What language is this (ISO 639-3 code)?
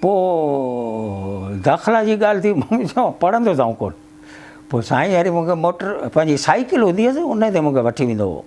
snd